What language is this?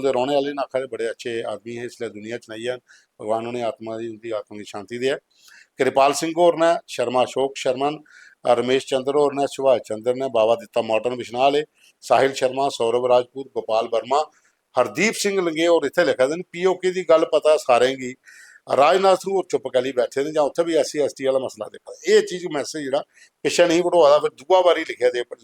Dogri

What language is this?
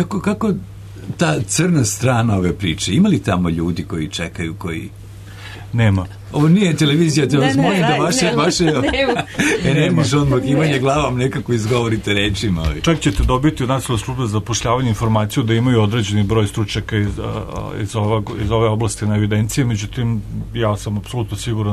Serbian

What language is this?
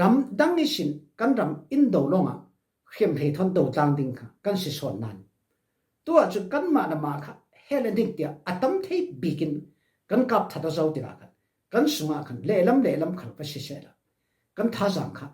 Falam Chin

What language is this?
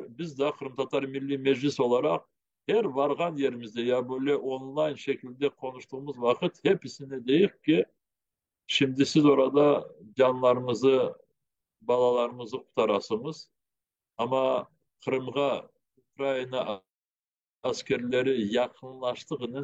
Crimean Tatar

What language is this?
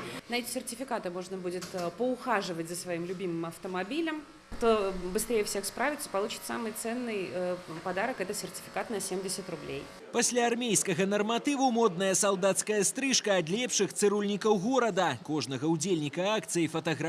Belarusian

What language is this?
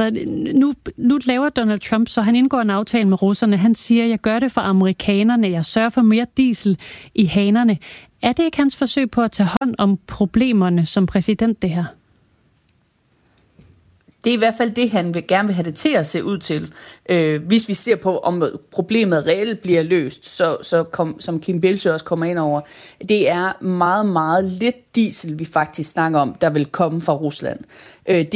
Danish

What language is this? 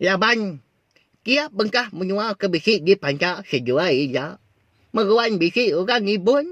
Iban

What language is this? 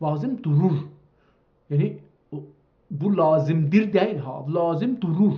South Azerbaijani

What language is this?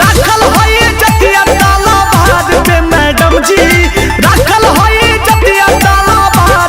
Magahi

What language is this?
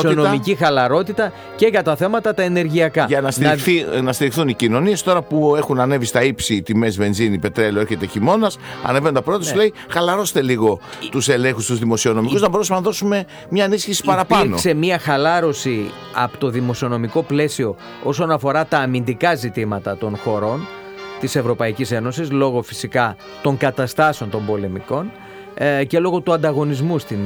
Greek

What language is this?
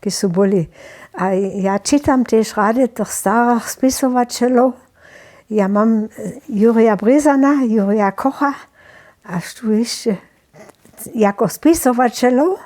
Upper Sorbian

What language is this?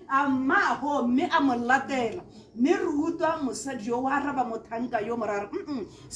Tswana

